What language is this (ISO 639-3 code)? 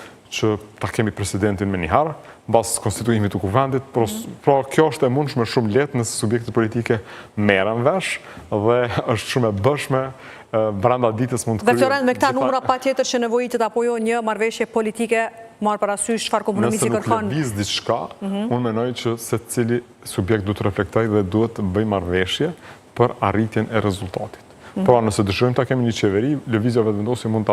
sqi